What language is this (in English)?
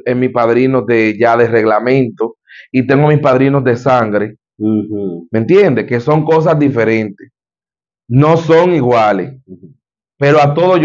Spanish